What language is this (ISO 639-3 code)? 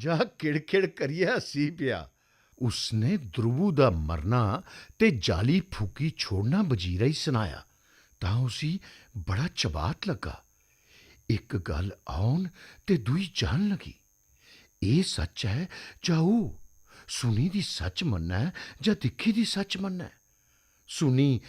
doi